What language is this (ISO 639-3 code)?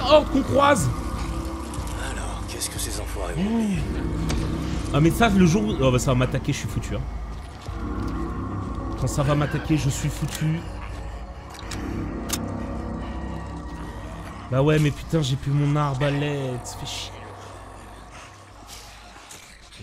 fra